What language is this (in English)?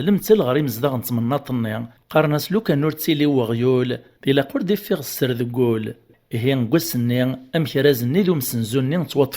Kabyle